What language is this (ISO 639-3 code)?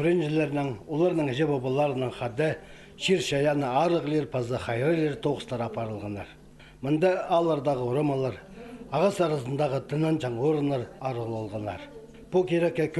kjh